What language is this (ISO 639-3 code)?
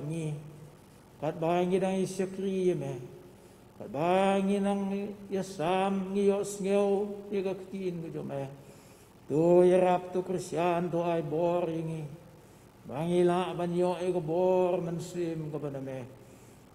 kha